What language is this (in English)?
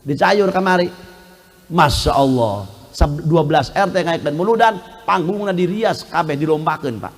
Sundanese